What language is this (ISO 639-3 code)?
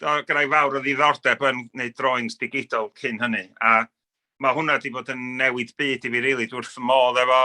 cym